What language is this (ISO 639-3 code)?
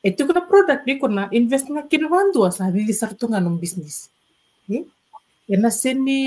fij